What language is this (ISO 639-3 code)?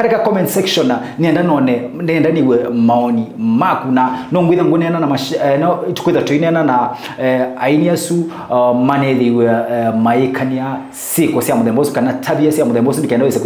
kam